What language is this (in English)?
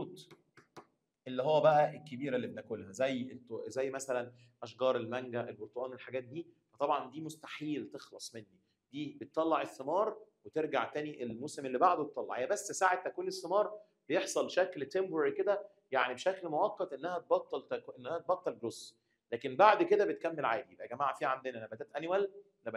Egyptian Arabic